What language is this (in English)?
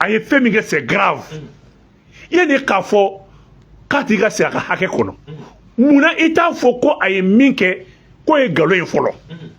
Bambara